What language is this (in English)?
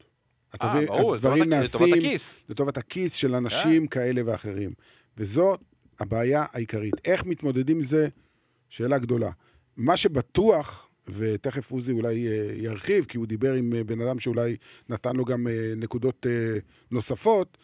Hebrew